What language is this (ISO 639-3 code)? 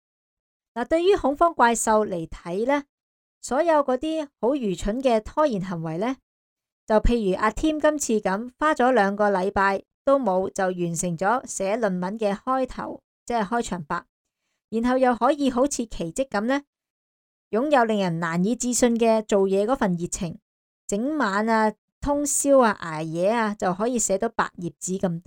yue